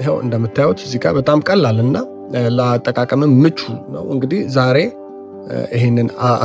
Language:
Amharic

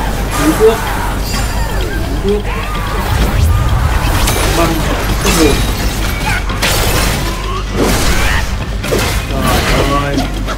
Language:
Vietnamese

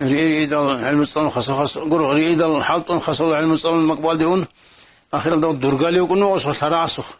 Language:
Avaric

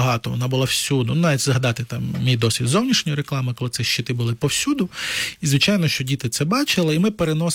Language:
Ukrainian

